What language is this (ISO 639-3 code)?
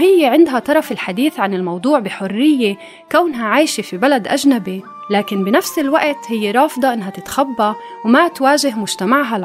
apc